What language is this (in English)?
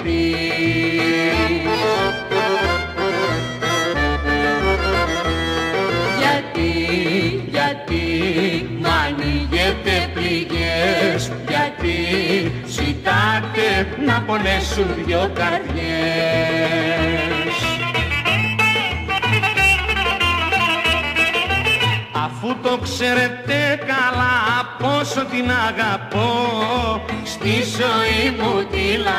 Greek